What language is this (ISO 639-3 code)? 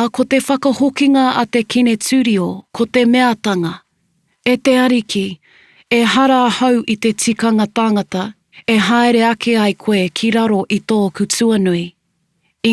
mri